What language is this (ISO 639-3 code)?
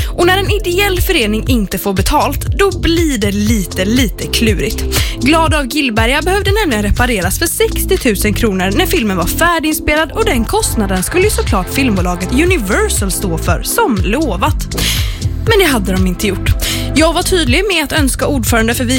swe